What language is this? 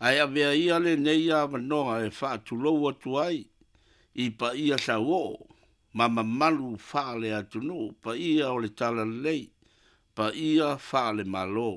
Samoan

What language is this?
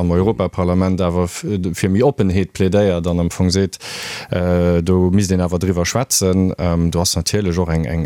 Luxembourgish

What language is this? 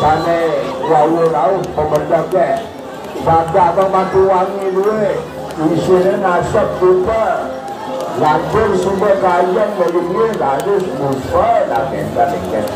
Balinese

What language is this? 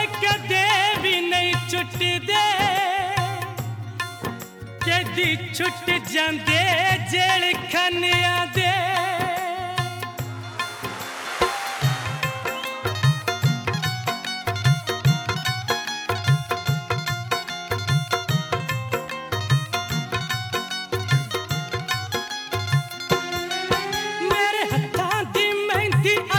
Punjabi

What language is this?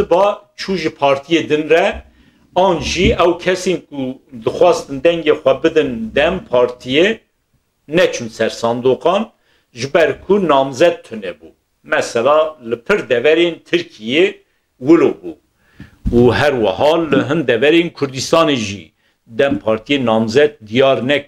Kurdish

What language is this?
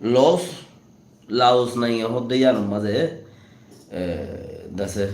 Rohingya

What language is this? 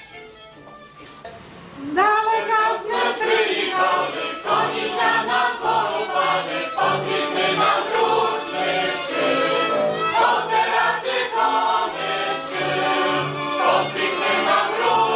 Polish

